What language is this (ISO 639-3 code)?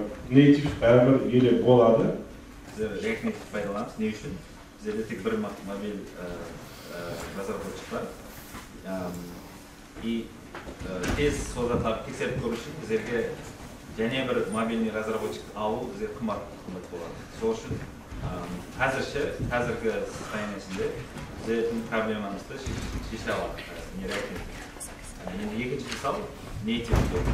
kaa